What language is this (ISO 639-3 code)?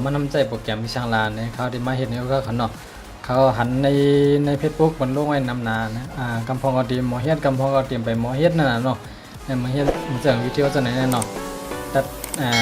shn